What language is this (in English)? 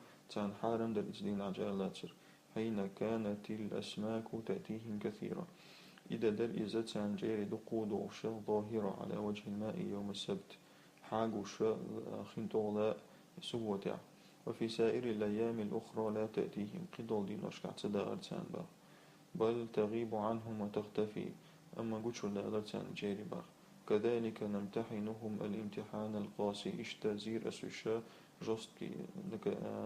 Chechen